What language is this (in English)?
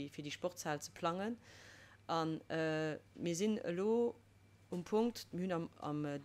Luxembourgish